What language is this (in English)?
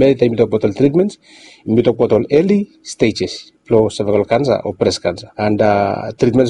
Bislama